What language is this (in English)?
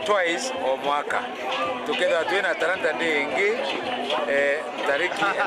Meru